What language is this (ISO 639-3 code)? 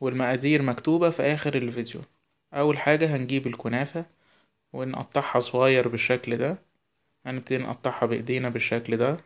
arz